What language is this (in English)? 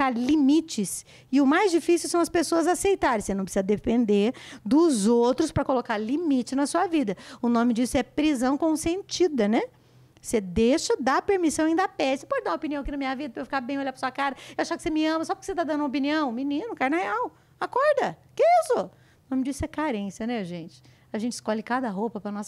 Portuguese